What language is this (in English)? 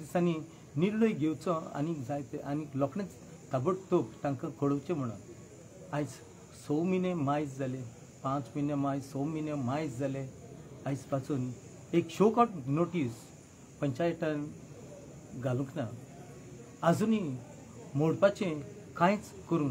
Konkani